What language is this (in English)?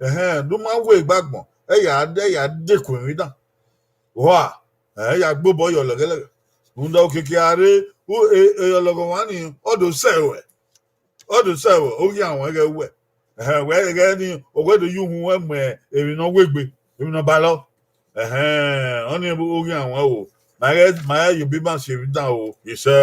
Bini